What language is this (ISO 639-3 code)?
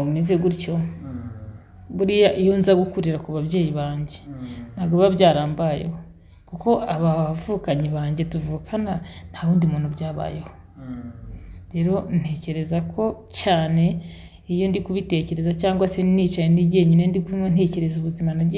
kin